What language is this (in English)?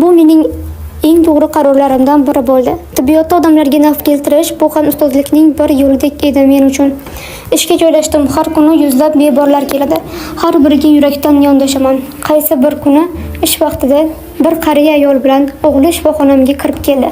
Uzbek